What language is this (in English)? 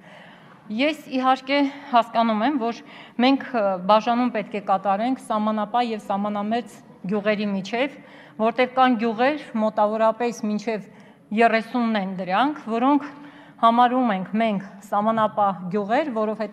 Armenian